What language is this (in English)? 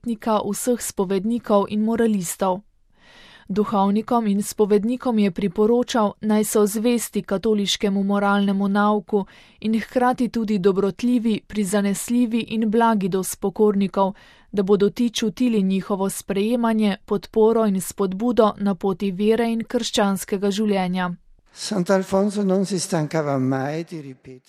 Slovenian